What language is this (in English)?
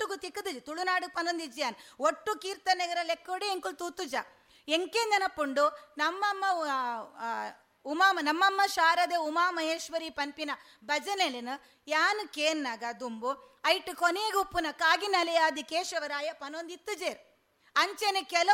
Tulu